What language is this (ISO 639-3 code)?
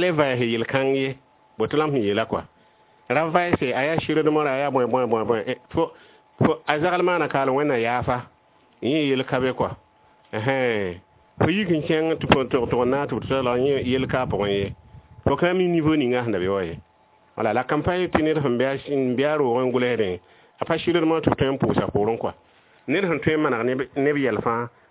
mos